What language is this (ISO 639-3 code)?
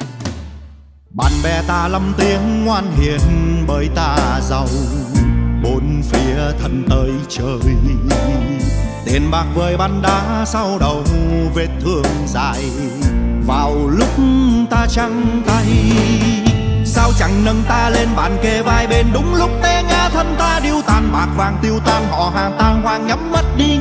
vie